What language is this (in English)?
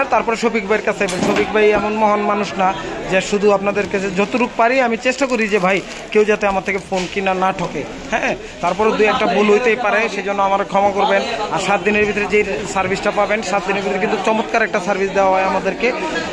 Bangla